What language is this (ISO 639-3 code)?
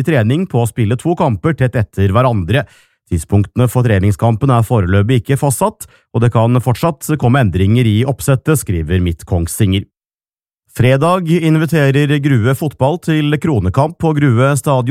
nor